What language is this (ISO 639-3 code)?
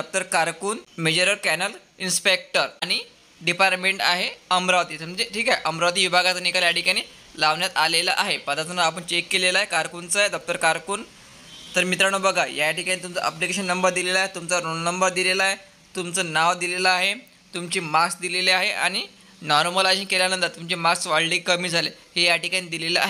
mar